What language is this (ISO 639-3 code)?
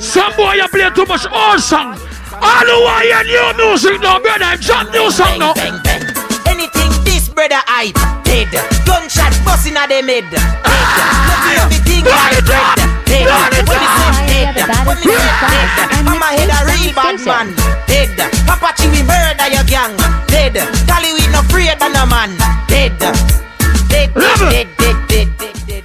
jam